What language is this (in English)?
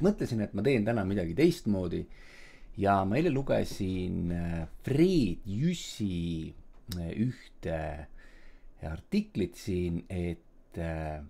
Estonian